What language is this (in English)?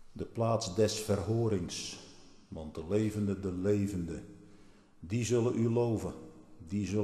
Dutch